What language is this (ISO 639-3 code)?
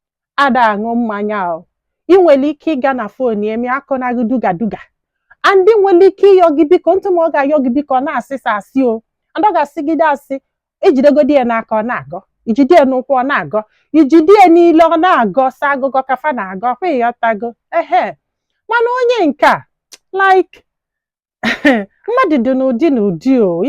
ibo